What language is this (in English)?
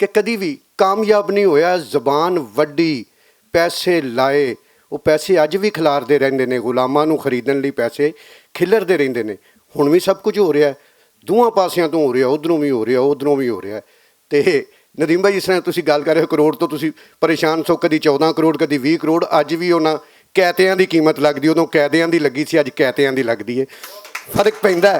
Western Panjabi